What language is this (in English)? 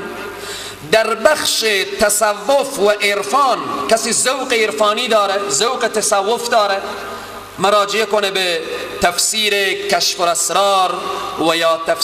Persian